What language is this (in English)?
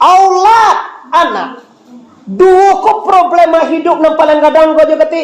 Minangkabau